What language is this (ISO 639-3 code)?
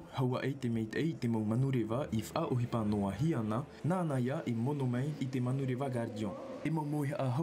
tah